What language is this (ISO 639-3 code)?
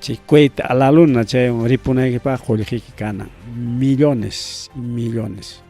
quy